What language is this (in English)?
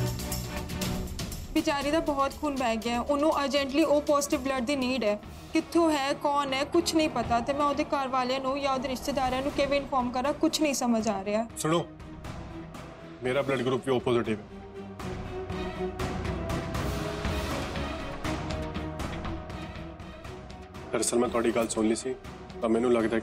Punjabi